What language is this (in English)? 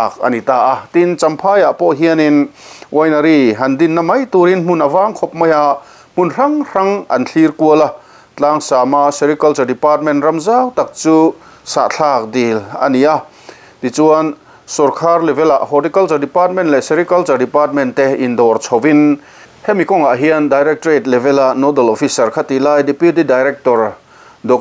Mizo